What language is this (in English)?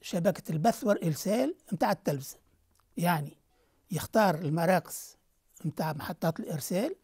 Tunisian Arabic